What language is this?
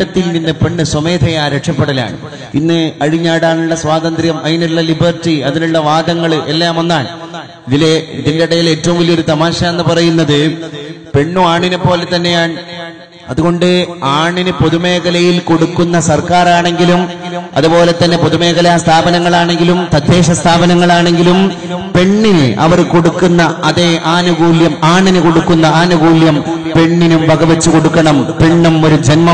Malayalam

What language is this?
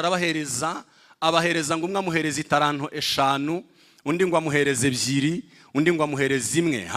Kinyarwanda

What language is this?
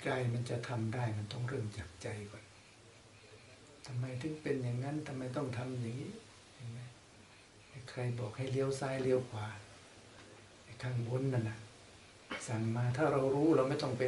Thai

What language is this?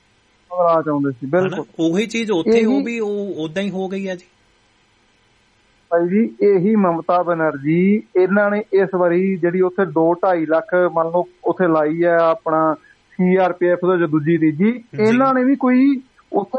Punjabi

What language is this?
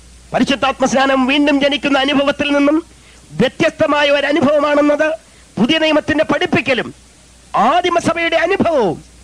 Malayalam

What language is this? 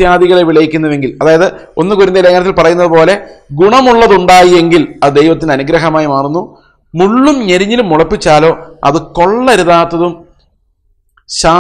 Malayalam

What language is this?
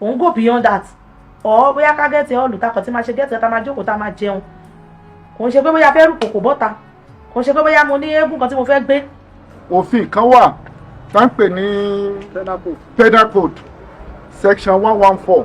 Yoruba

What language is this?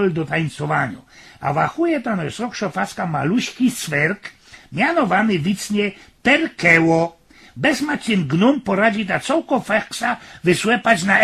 Silesian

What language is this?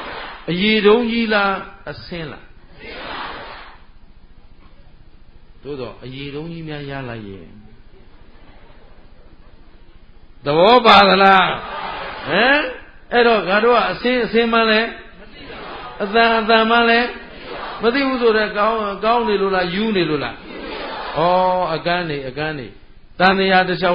Burmese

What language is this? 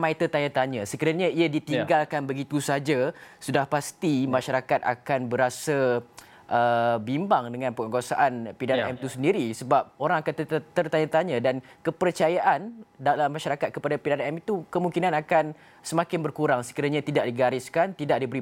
Malay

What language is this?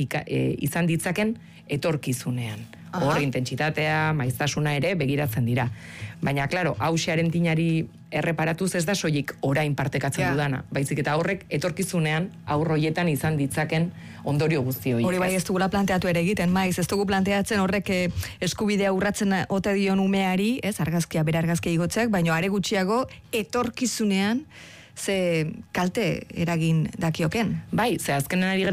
Basque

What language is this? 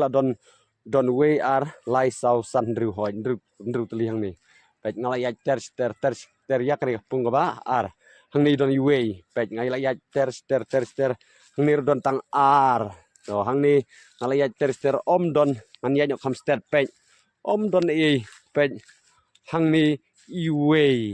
Khasi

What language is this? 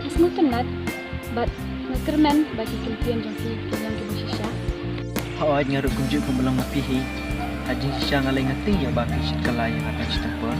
Khasi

